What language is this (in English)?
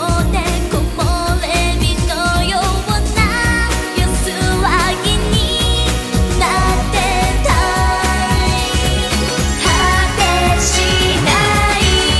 Japanese